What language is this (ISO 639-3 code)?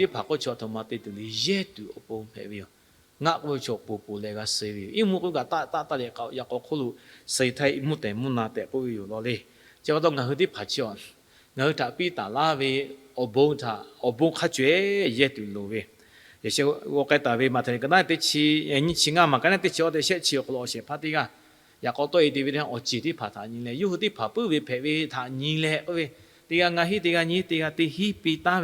lhu